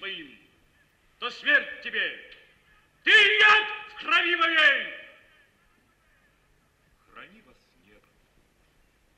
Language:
Russian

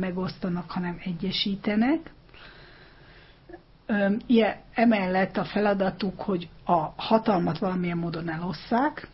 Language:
Hungarian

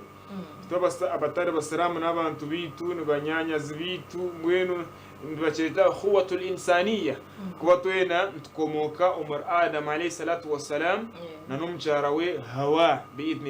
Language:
Nyankole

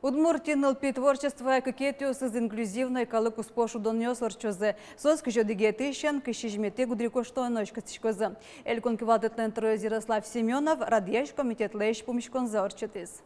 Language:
Udmurt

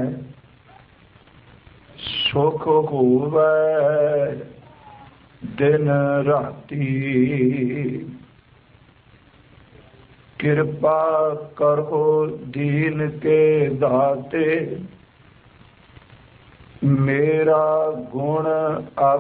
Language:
Punjabi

